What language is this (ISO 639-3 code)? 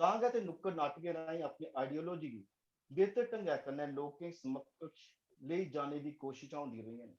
doi